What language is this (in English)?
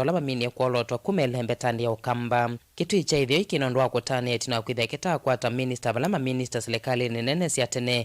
Kamba